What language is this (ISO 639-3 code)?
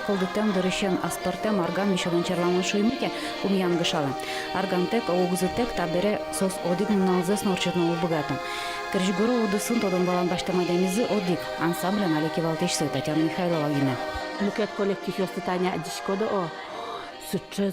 udm